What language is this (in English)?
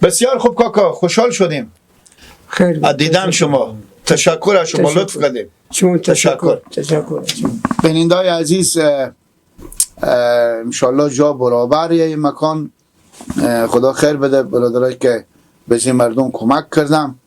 Persian